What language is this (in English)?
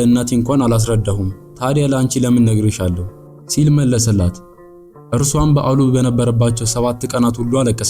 Amharic